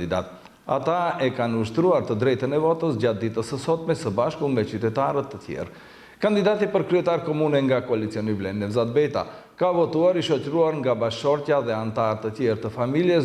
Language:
Albanian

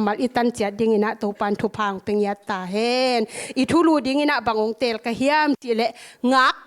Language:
Tedim Chin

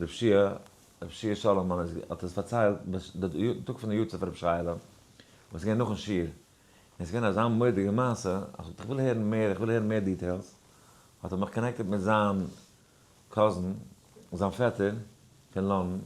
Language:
Yiddish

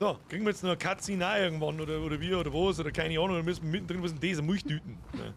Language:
Bavarian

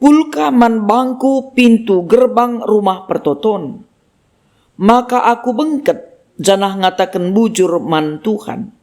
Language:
Batak Karo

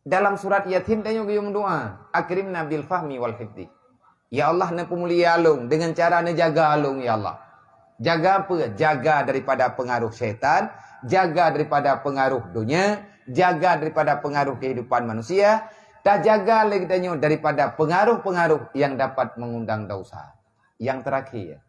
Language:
Achinese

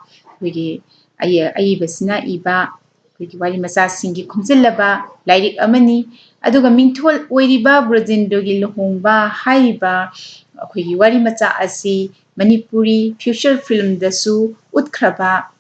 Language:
Manipuri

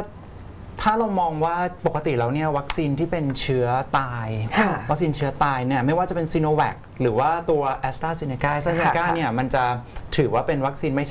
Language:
Thai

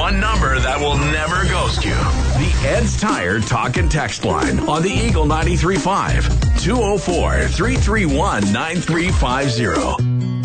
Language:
English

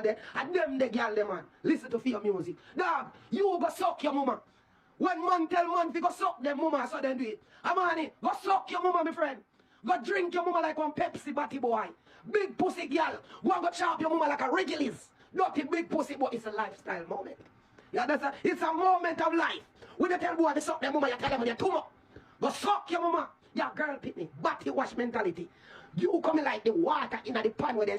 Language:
Jamaican Creole English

